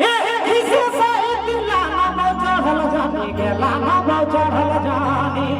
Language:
Sadri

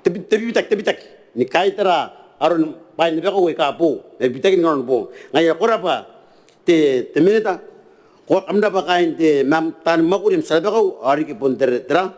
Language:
Gilbertese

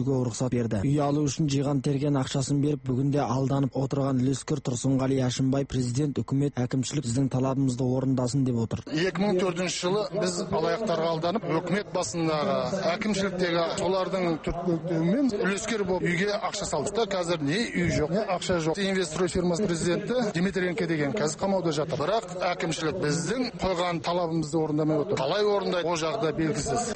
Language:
Kazakh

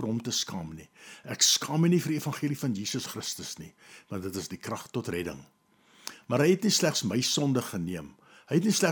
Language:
Afrikaans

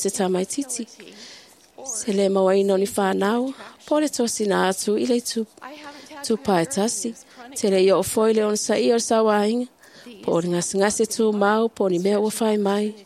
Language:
Samoan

